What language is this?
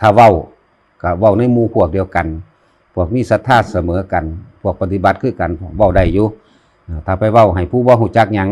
Northeastern Thai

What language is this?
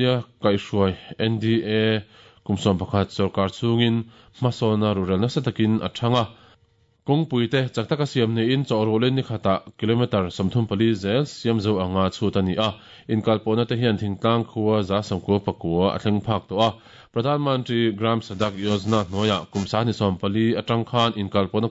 Mizo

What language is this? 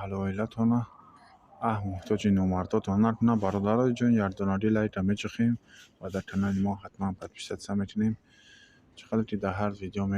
Tajik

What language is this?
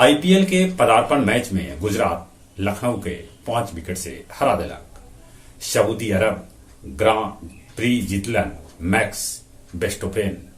Magahi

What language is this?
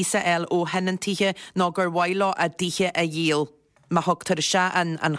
Irish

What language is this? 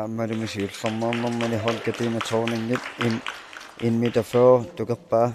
Kalaallisut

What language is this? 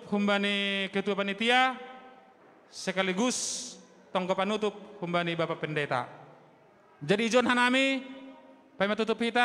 Batak Simalungun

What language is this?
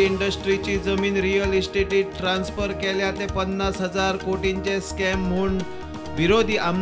Konkani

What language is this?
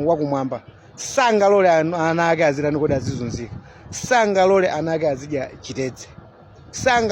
Nyanja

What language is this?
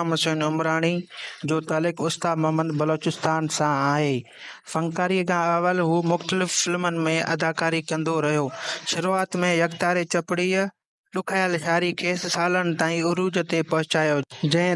Sindhi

